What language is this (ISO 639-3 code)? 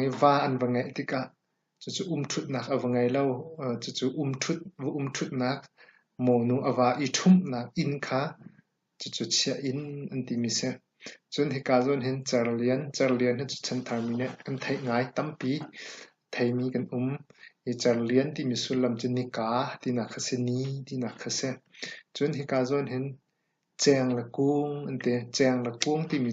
cnh